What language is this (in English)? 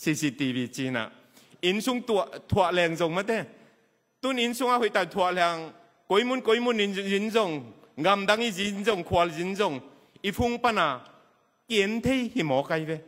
Tedim Chin